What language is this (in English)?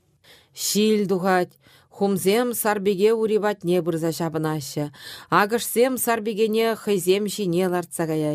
Chuvash